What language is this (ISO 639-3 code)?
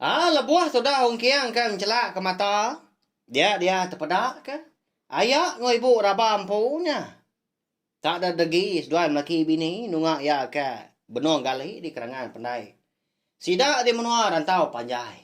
iba